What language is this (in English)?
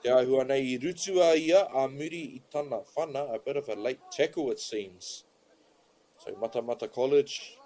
Māori